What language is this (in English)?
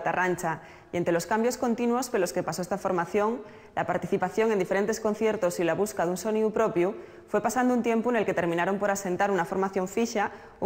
Asturian